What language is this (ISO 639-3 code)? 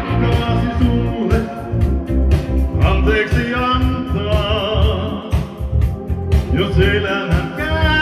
fin